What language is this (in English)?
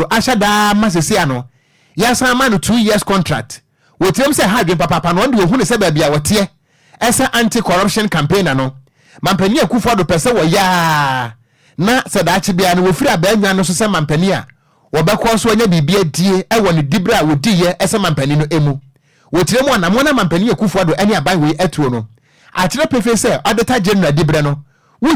Akan